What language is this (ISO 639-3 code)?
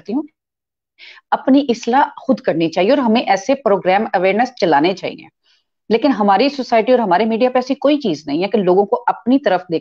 urd